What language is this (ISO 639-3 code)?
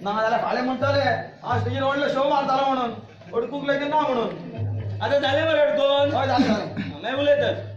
kok